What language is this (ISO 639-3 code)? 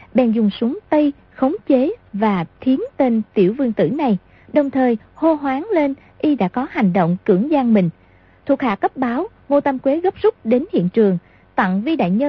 vie